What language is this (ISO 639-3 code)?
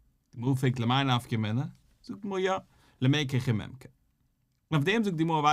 yid